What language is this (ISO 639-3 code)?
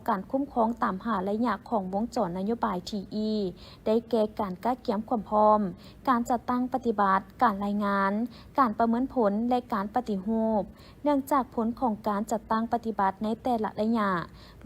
lao